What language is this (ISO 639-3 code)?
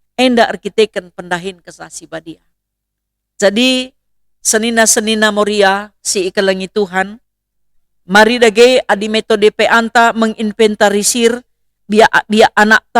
btx